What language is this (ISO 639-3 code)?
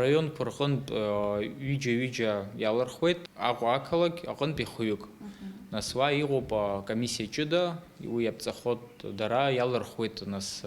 abk